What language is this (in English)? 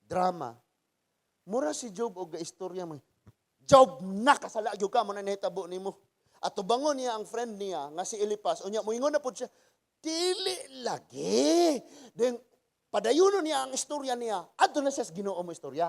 Cebuano